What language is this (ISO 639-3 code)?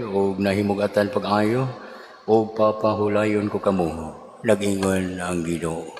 ceb